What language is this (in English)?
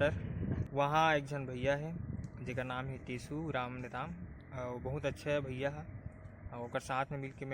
Chhattisgarhi